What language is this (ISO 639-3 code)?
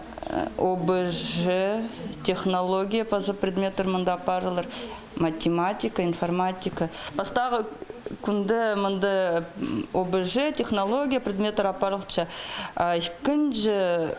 kjh